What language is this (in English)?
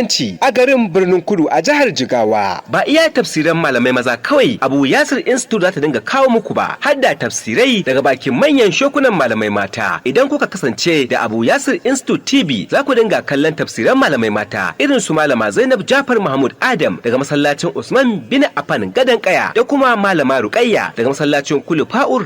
Hausa